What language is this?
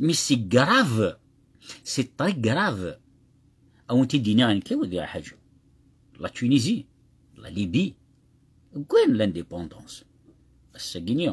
Kabyle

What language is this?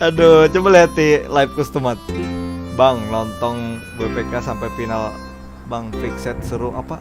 Banjar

